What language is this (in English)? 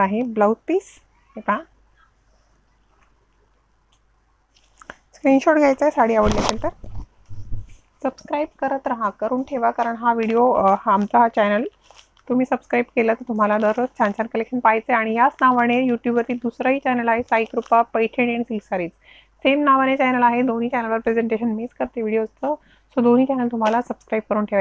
Marathi